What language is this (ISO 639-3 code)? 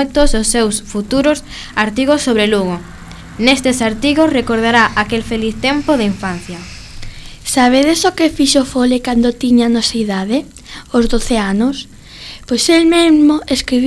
glg